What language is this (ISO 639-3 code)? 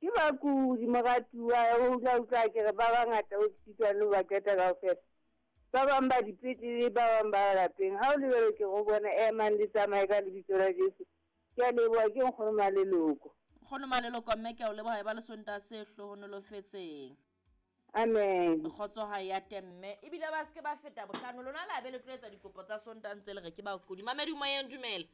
sot